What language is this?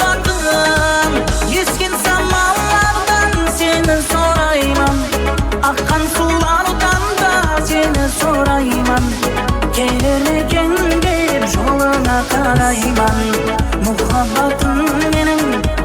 Kara-Kalpak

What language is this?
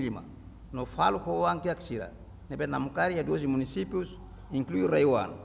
Tetum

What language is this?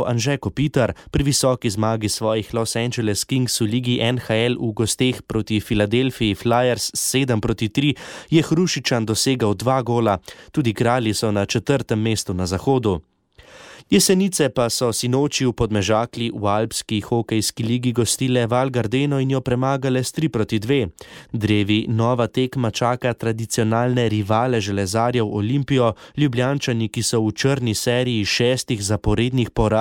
Slovenian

